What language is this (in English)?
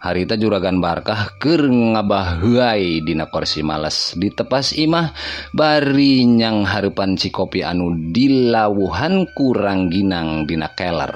Sundanese